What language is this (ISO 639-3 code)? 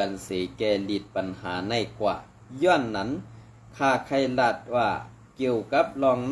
shn